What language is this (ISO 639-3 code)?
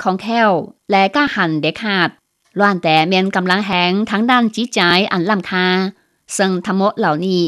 lao